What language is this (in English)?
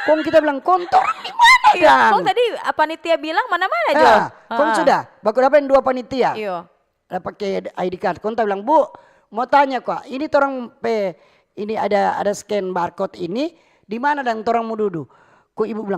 Manado Malay